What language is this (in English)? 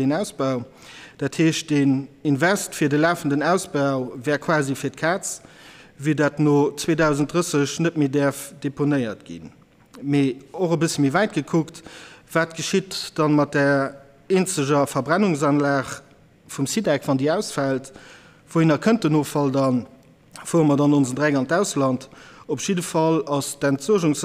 Luxembourgish